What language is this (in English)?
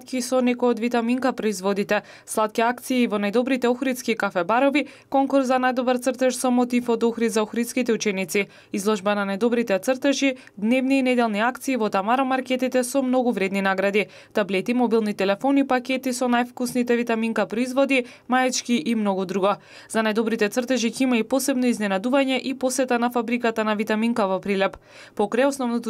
Macedonian